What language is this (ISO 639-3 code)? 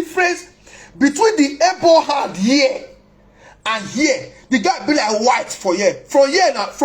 pcm